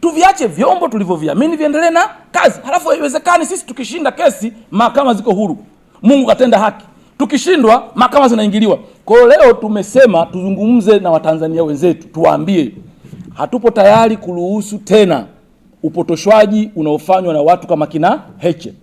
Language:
Swahili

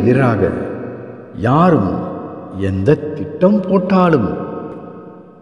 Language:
Tamil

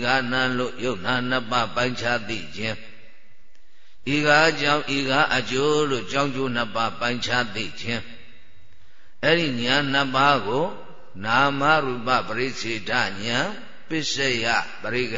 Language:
Burmese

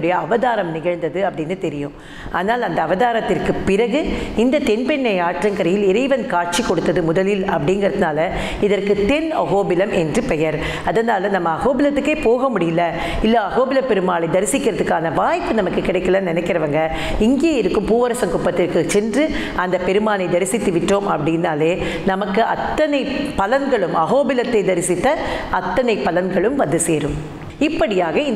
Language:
Tamil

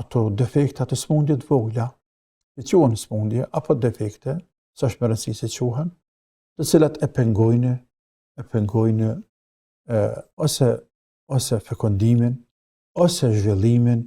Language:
Albanian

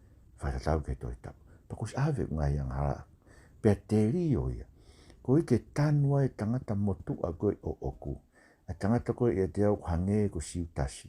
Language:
Tongan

